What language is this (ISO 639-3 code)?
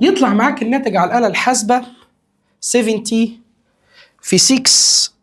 arz